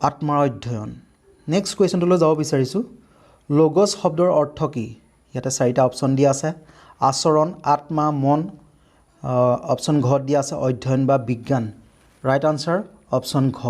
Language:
Assamese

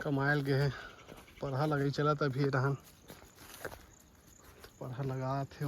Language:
Chhattisgarhi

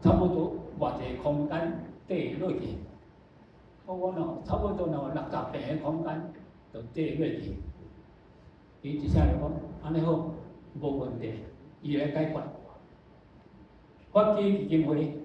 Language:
Min Nan Chinese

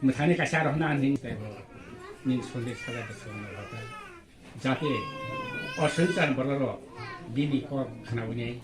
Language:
Kok Borok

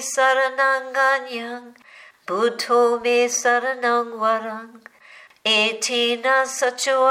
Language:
Pali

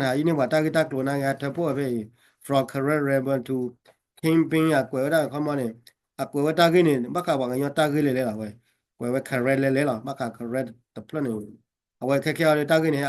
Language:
S'gaw Karen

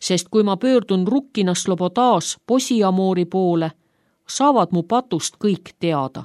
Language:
Estonian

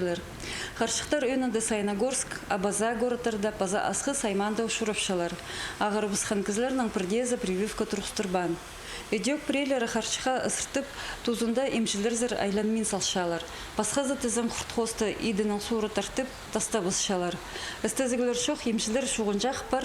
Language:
Khakas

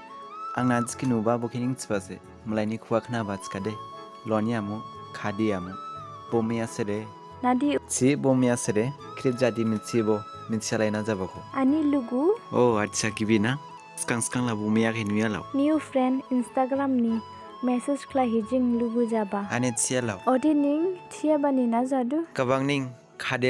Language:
Dimasa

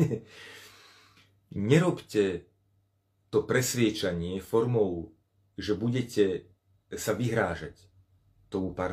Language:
Slovak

